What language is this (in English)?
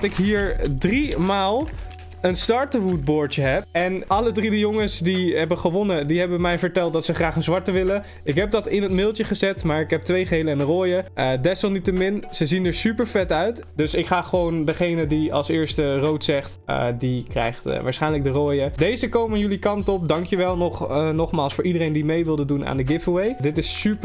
Dutch